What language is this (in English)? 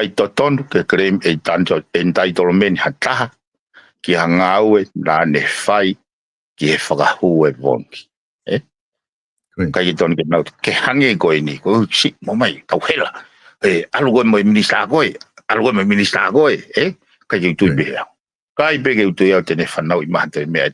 Tongan